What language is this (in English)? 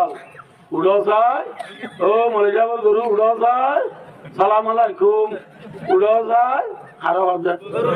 Rohingya